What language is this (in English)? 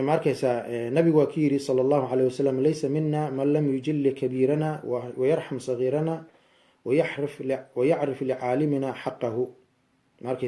Somali